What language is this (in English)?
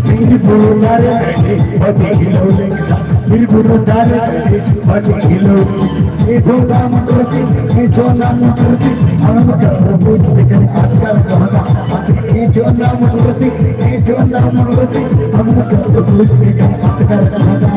Santali